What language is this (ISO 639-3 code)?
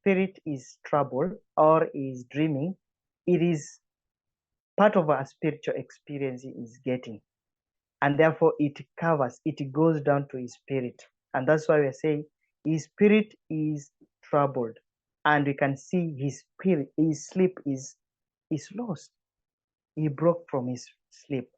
eng